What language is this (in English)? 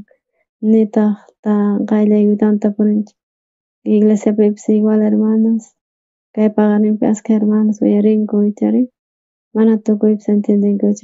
South Bolivian Quechua